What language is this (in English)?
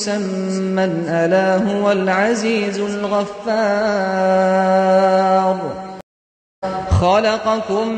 Arabic